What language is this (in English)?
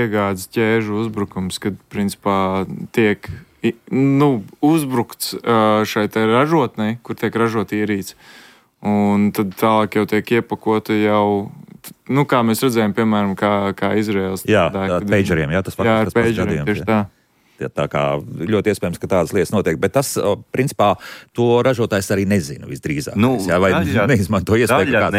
Latvian